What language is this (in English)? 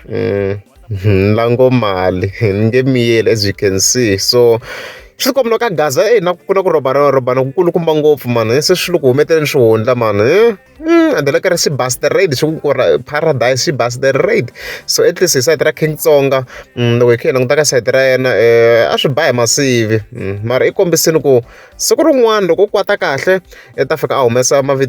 Tsonga